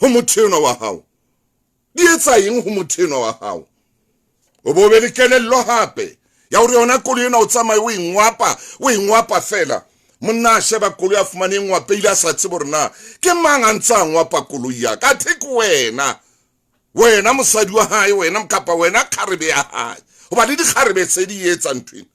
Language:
Southern Sotho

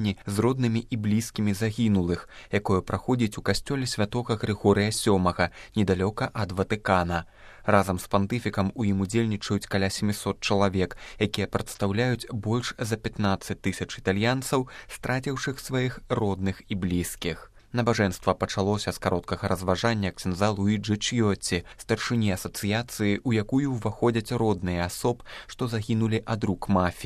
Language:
Belarusian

